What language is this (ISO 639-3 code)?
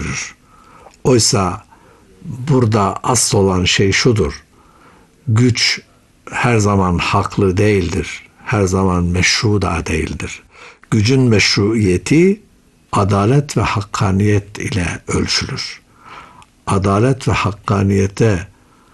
tur